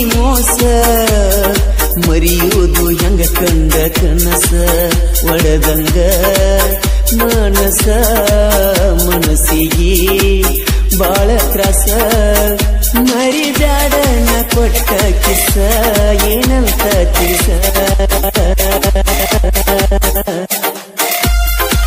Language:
Kannada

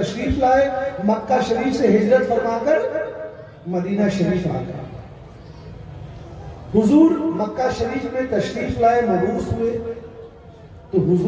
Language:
Urdu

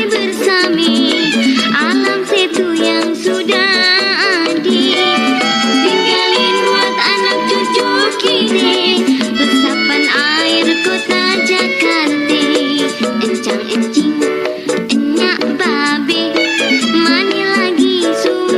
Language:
Betawi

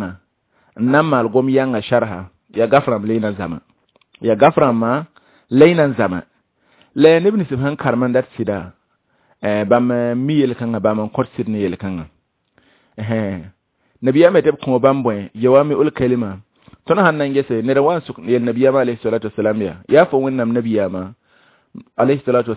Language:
Mossi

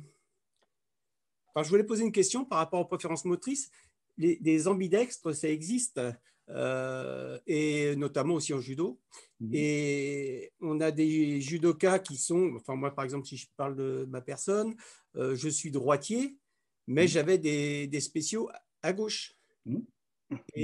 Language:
French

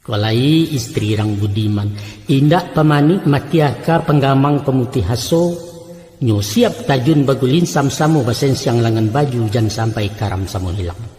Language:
Minangkabau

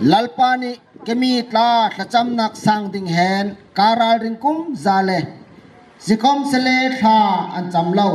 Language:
Bawm Chin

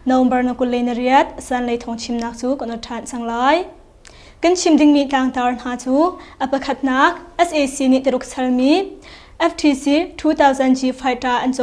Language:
Hakha Chin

